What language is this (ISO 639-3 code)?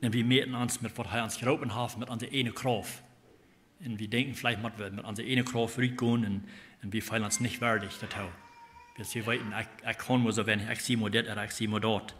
pdt